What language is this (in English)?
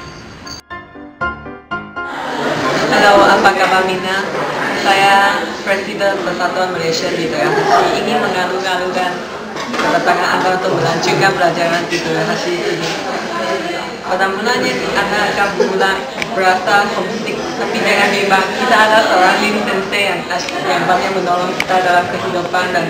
Malay